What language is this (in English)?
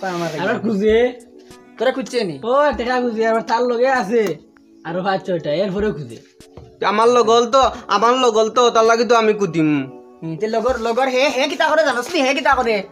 Sylheti